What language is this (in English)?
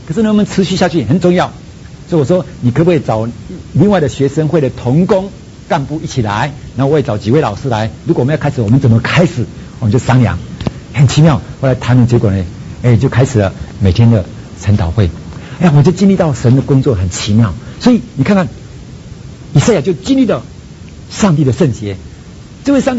Chinese